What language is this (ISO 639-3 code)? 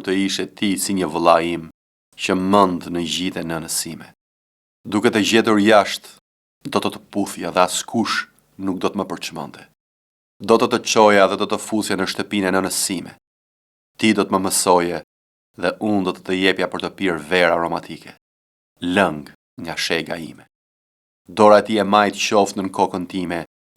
sqi